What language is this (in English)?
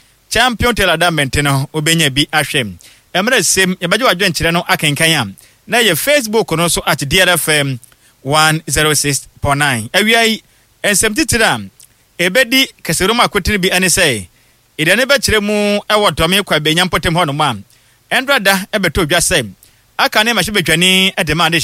Akan